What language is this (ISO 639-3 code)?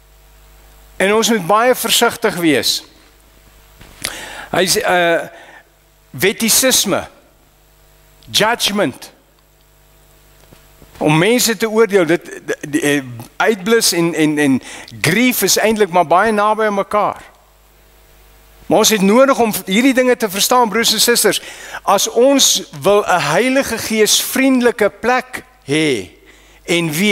afr